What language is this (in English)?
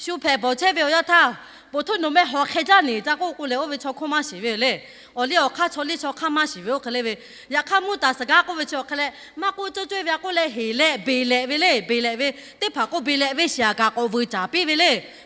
Lahu